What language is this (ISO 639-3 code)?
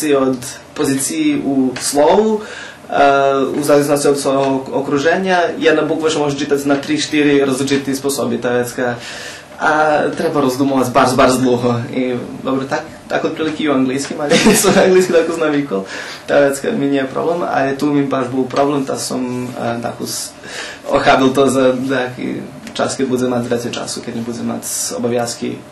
rue